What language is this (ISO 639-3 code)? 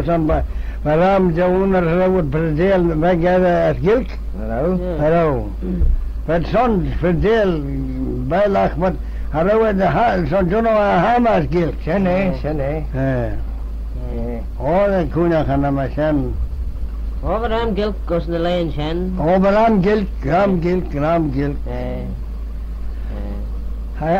glv